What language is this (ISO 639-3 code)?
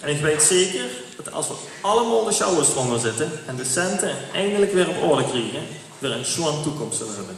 lim